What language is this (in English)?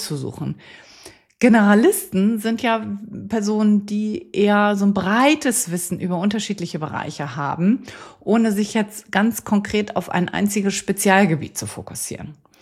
German